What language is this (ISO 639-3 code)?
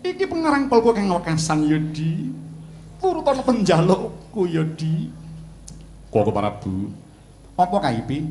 jav